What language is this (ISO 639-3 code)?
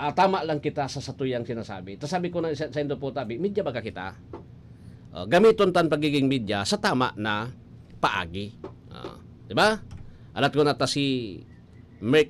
bik